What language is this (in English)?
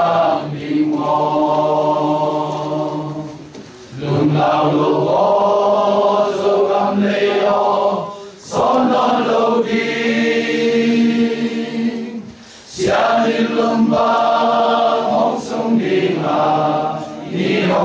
Tedim Chin